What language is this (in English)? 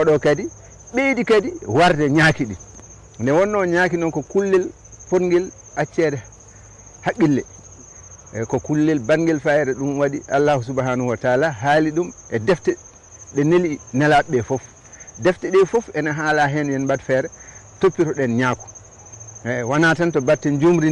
Fula